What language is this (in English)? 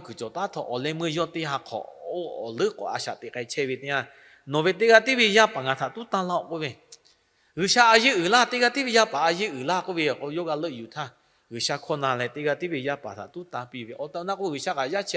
Lahu